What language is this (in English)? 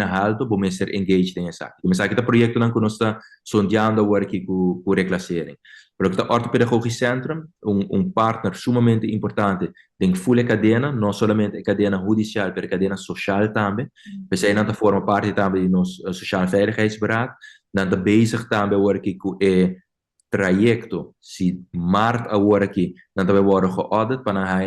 Papiamento